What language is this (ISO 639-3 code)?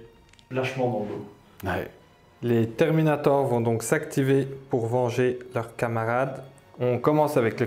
fra